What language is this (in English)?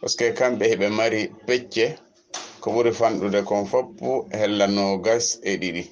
Fula